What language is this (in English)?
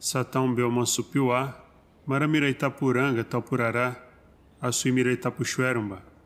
Nheengatu